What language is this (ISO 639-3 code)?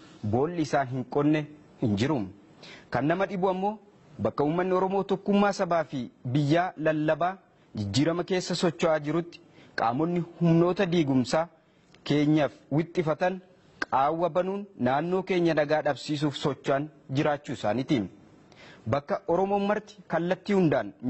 orm